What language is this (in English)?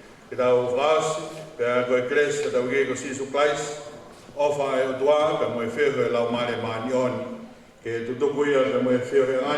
Tongan